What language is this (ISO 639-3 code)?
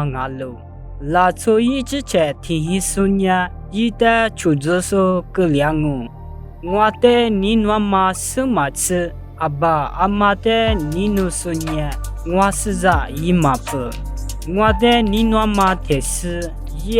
lis